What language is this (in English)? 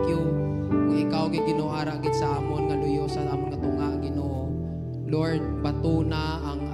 Hiligaynon